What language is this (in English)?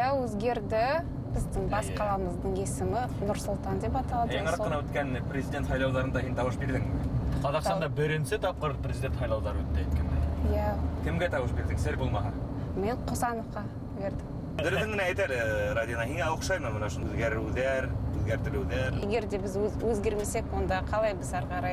Bashkir